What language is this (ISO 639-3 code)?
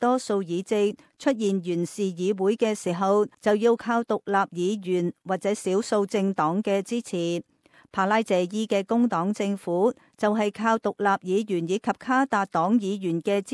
yue